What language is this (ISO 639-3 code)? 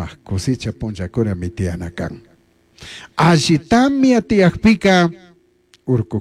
qug